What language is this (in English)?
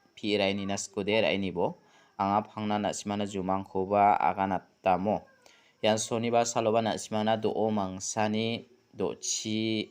Garo